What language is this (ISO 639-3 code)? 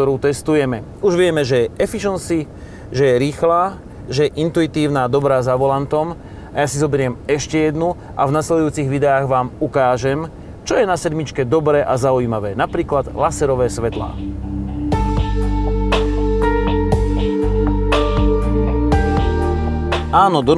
slk